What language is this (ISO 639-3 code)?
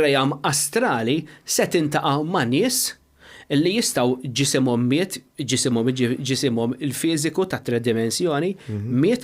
mlt